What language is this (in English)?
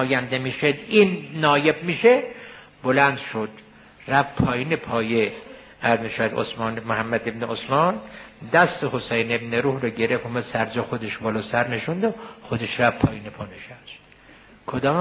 Persian